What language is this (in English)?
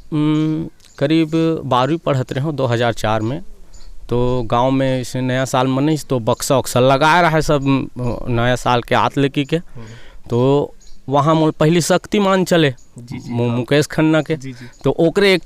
Chhattisgarhi